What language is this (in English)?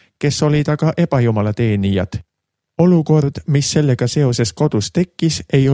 Estonian